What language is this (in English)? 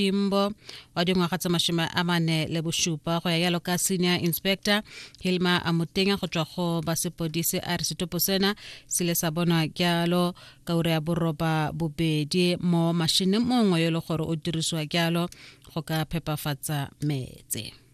Tswana